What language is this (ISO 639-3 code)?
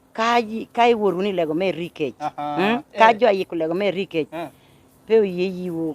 laj